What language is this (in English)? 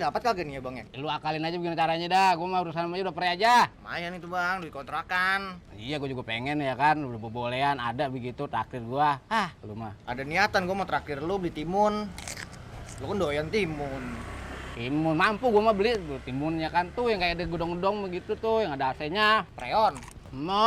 Betawi